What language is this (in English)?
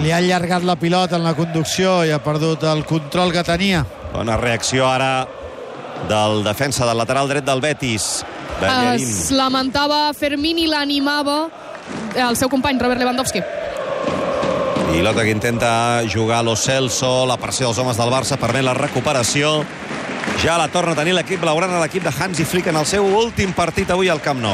Catalan